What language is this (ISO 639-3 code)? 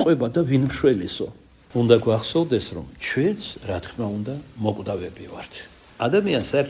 kat